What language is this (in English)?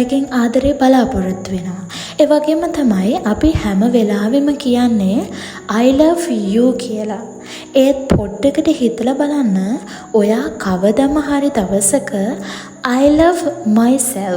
Sinhala